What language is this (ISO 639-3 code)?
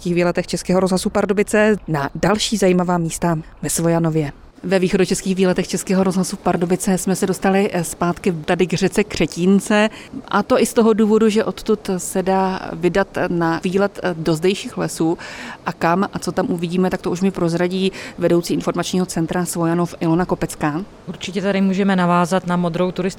ces